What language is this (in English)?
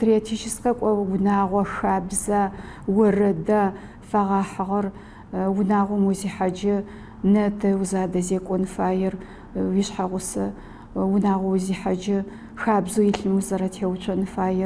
Adyghe